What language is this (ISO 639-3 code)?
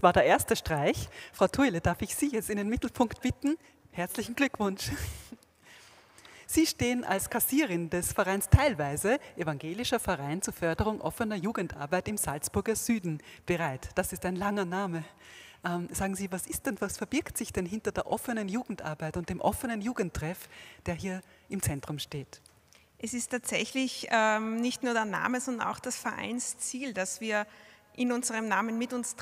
deu